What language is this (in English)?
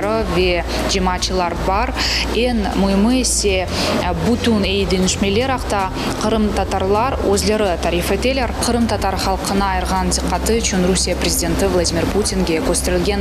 Crimean Tatar